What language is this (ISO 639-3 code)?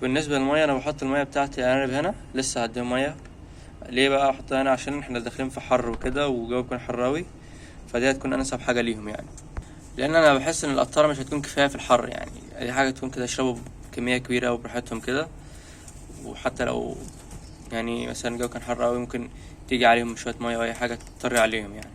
arz